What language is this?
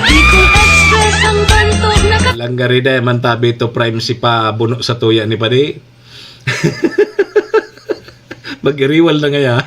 Bikol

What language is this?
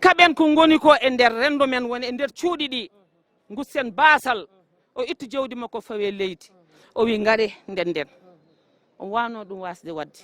Fula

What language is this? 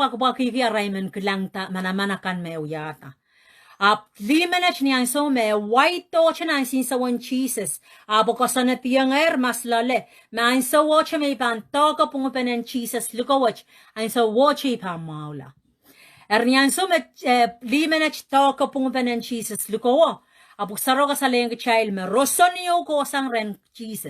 Pohnpeian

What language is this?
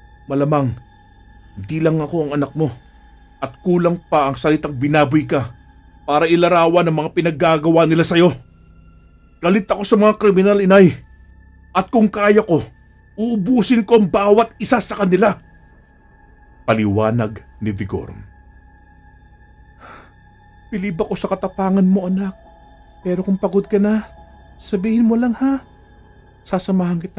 Filipino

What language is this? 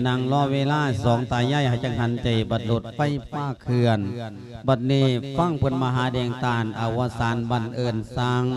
Lao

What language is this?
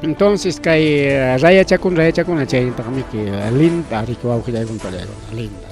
Ayacucho Quechua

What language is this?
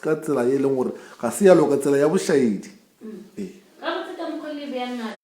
Northern Sotho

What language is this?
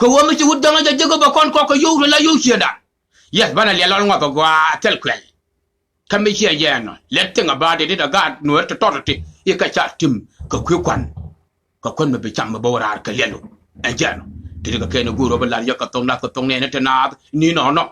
Nuer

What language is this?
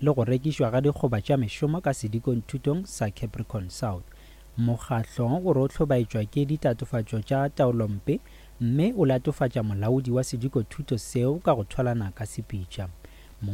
Northern Sotho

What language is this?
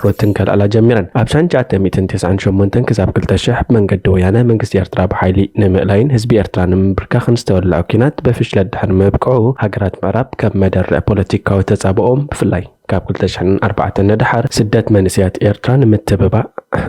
Tigrinya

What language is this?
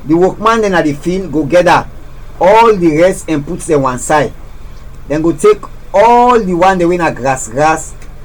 Krio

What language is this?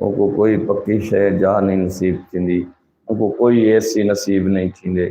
Saraiki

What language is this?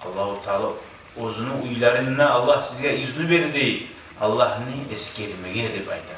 Kumyk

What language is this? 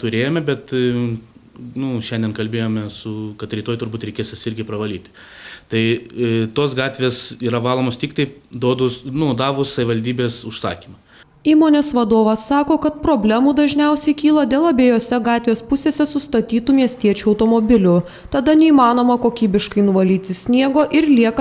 Lithuanian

